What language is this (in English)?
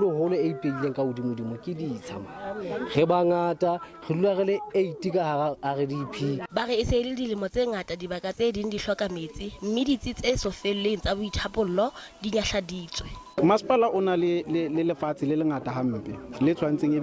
Southern Sotho